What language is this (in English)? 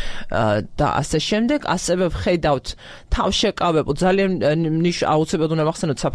Georgian